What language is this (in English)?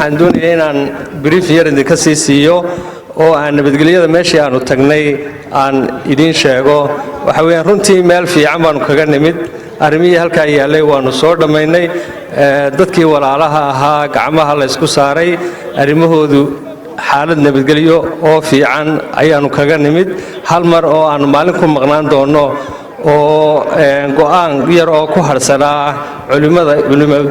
Somali